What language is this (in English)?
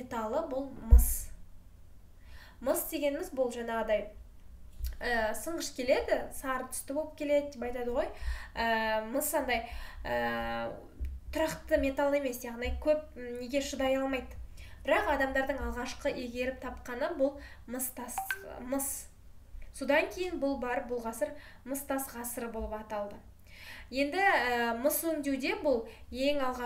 Kazakh